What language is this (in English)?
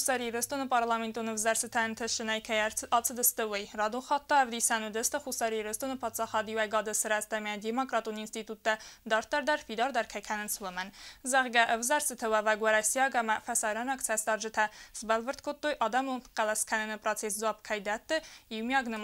Ossetic